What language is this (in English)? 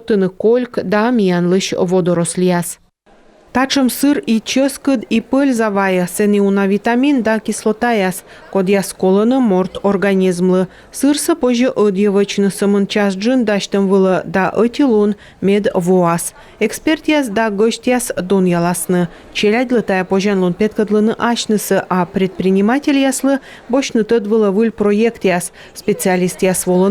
Komi